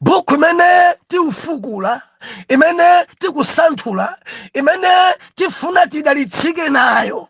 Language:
Nyanja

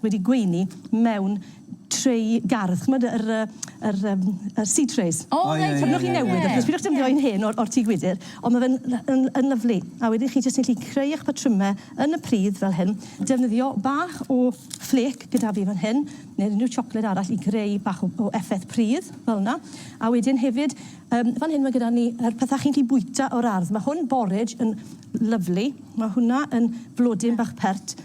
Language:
Welsh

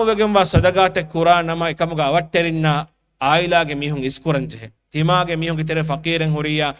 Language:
Divehi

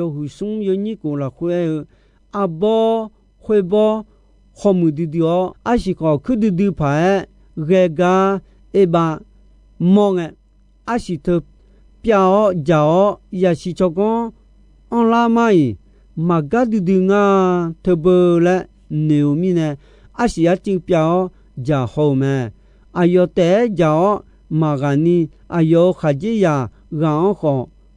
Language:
Akha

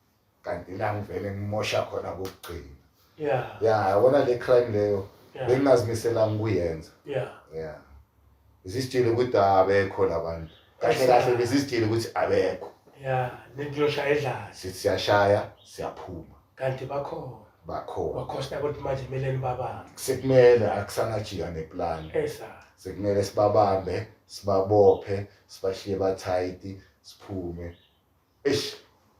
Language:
Zulu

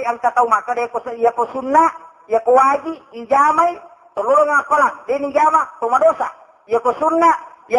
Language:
Buginese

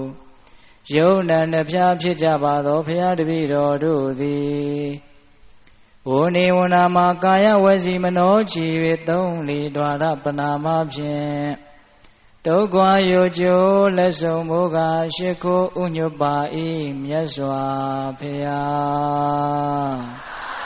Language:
Burmese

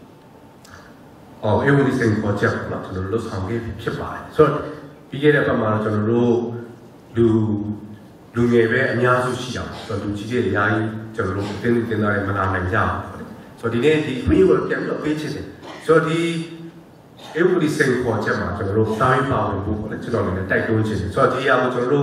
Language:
Burmese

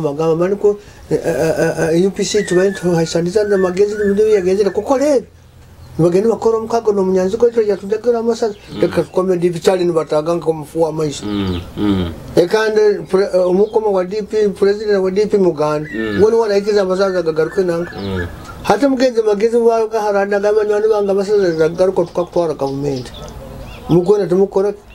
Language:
Nyoro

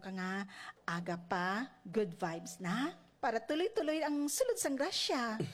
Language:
Hiligaynon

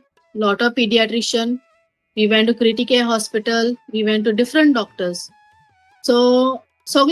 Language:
Konkani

